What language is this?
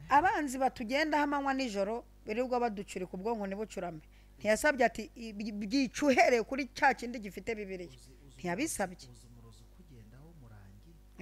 Kinyarwanda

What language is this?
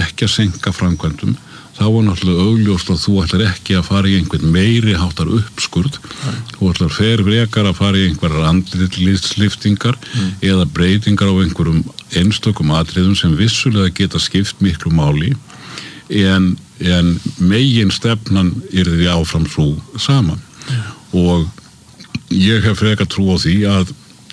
Icelandic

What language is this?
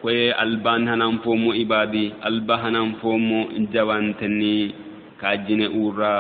Sidamo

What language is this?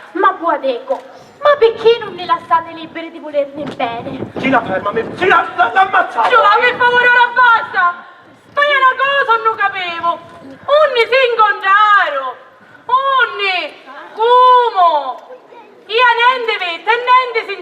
Sicilian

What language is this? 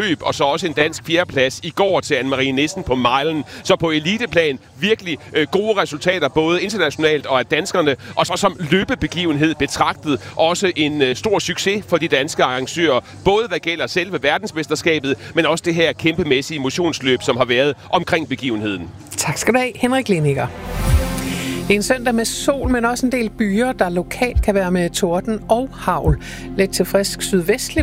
Danish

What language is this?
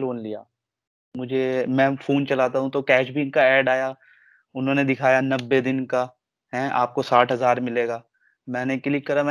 Hindi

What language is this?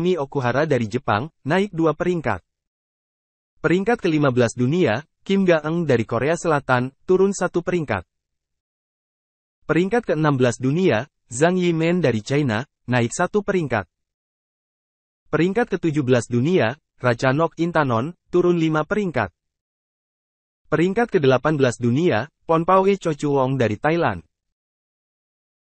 Indonesian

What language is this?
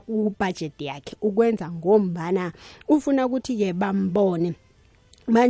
South Ndebele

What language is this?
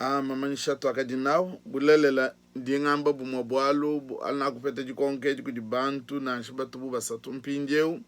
Luba-Lulua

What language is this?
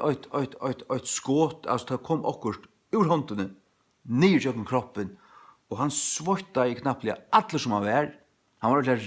Faroese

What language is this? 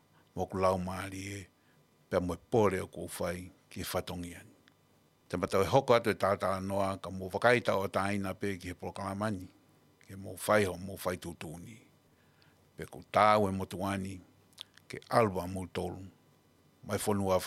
Tongan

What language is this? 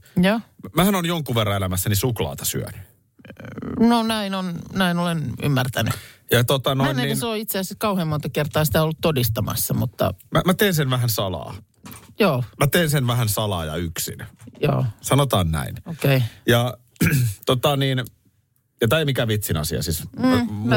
Finnish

